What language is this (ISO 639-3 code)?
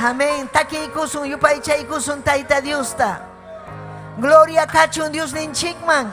quy